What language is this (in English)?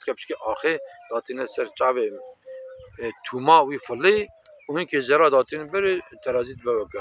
Kurdish